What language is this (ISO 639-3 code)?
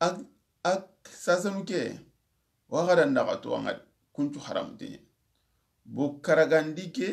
snk